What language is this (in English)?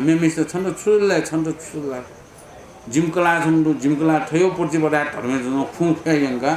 Newari